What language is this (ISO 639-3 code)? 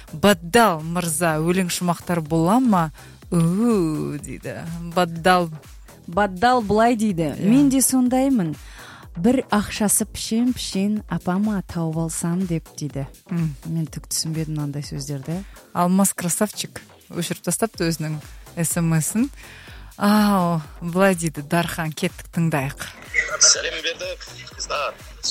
kaz